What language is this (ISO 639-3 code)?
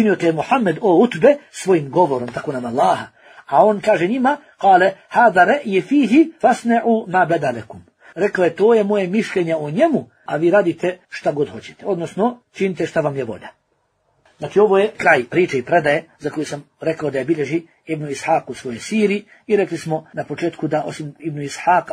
bos